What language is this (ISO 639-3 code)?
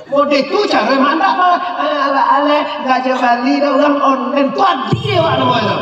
min